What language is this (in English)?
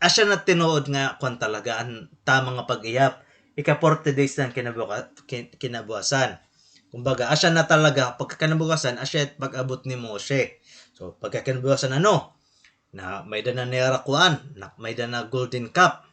Waray